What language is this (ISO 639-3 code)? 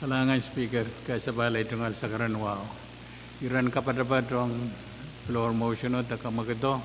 pon